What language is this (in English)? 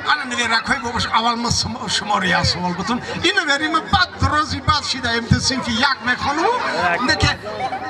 Tajik